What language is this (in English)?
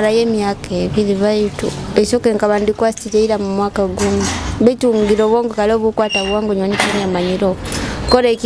Nyoro